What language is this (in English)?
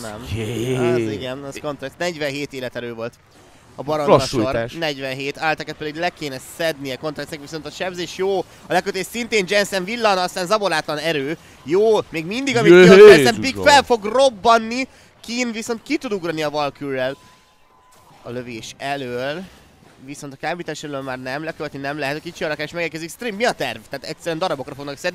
Hungarian